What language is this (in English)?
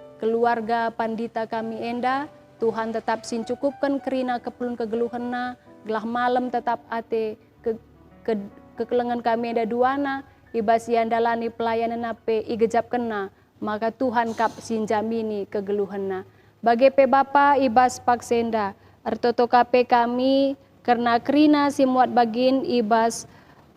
Batak Karo